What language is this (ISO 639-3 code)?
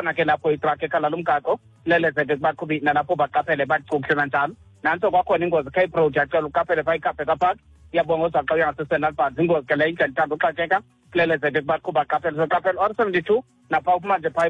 xho